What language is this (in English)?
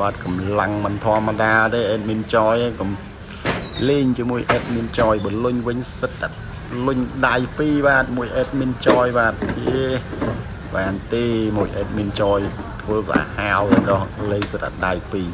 Khmer